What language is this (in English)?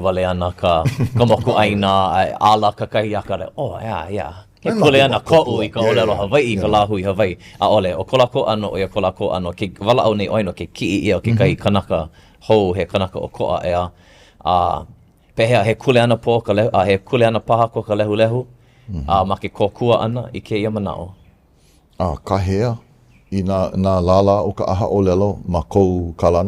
Hawaiian